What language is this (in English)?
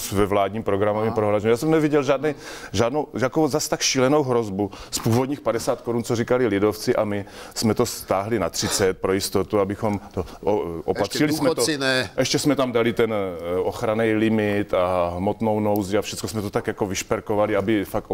Czech